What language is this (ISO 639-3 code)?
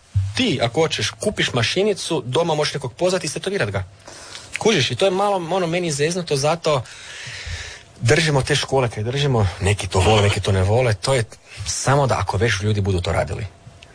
hrv